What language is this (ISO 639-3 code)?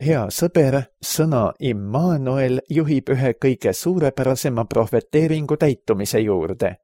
est